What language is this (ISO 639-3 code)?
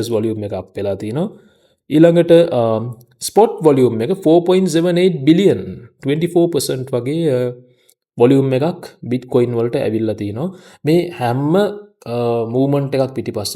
sin